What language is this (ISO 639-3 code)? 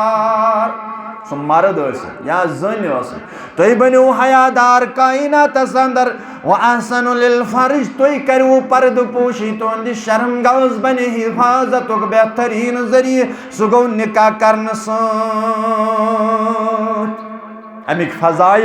kas